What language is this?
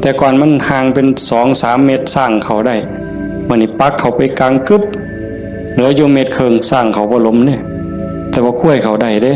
Northeastern Thai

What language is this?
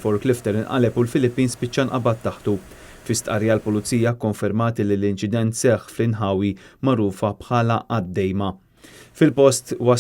Maltese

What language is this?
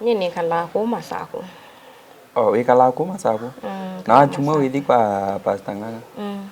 Kamba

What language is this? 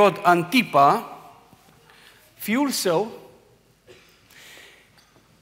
Romanian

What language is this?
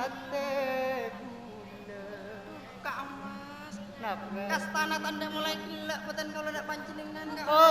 Madurese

